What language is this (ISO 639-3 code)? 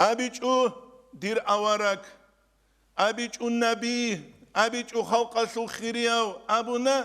ava